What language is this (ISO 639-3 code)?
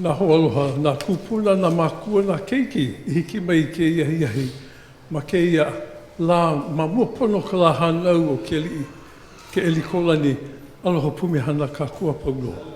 haw